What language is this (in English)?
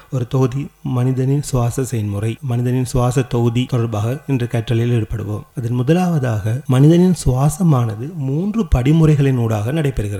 Tamil